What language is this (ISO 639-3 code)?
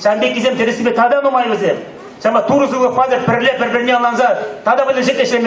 chv